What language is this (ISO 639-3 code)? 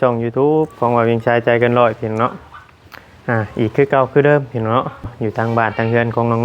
tts